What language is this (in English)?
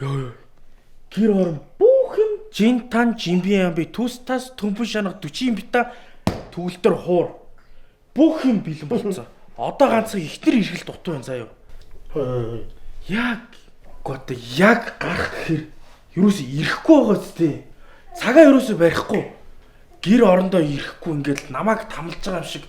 Mongolian